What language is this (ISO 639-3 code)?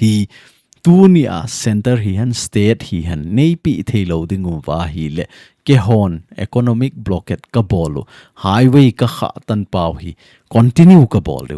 tcz